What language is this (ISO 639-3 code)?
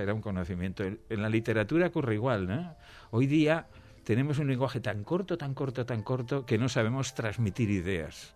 spa